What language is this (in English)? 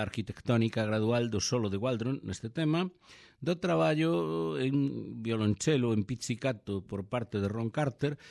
Galician